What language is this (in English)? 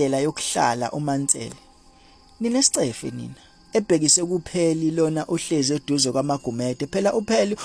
Zulu